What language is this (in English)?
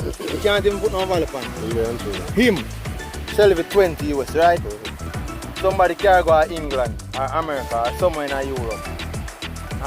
Jamaican Creole English